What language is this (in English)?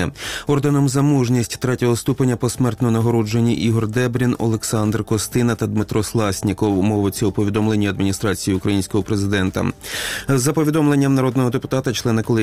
Ukrainian